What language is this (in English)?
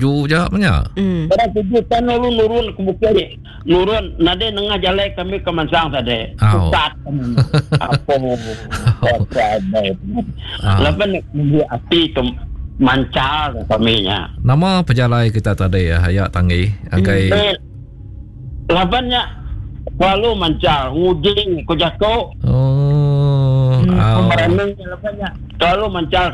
Iban